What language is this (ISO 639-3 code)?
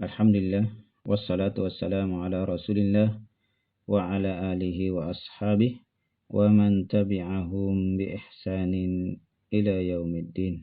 mak